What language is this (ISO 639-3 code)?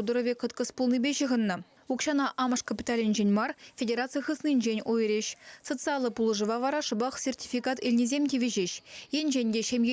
chv